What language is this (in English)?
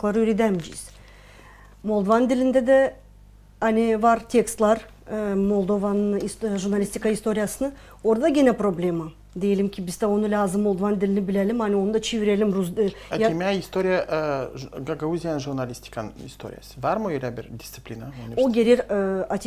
Gagauz